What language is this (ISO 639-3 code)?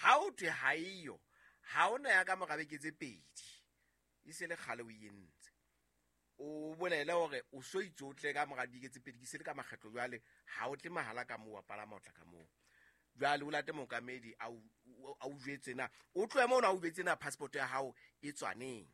sot